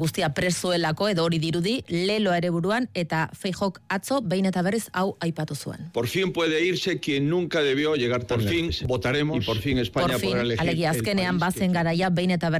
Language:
Basque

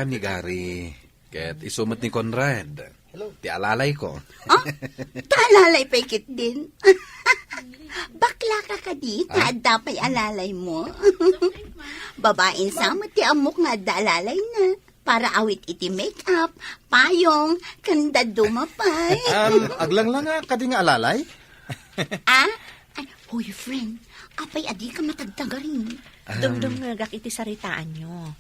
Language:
Iloko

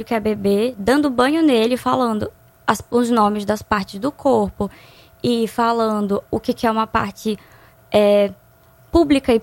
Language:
Portuguese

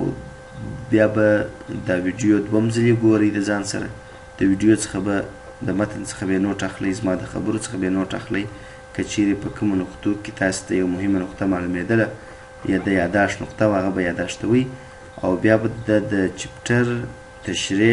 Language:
Pashto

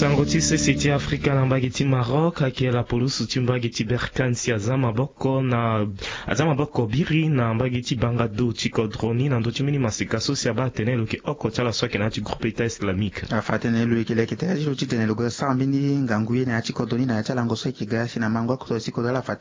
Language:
Sango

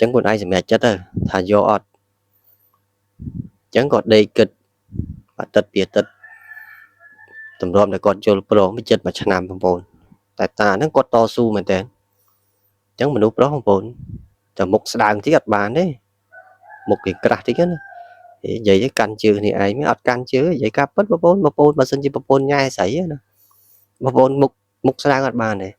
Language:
Khmer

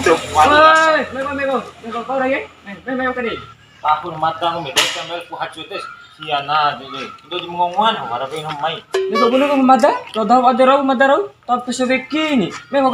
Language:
Bima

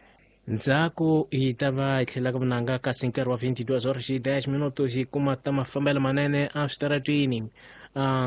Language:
Tsonga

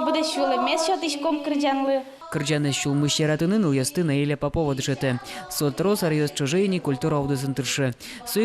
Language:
Udmurt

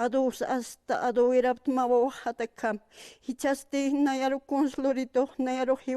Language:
Aymara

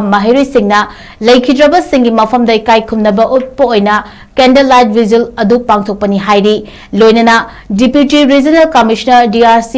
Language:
Manipuri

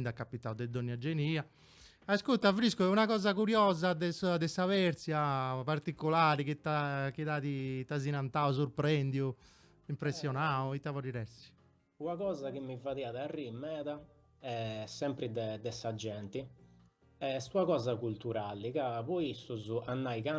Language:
Sardinian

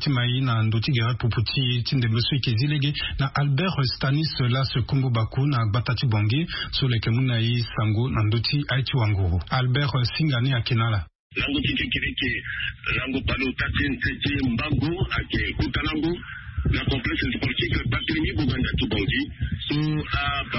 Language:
Sango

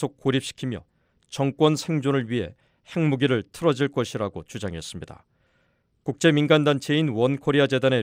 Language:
Korean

